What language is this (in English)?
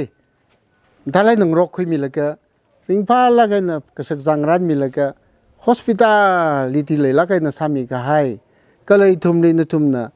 Tangkhul Naga (India)